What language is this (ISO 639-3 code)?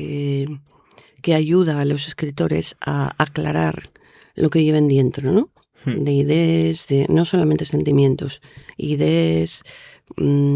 ast